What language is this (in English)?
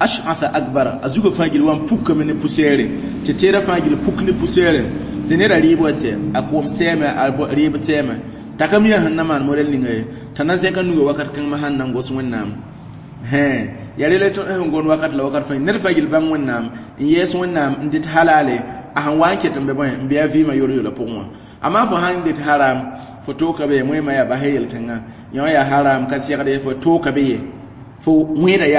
Mossi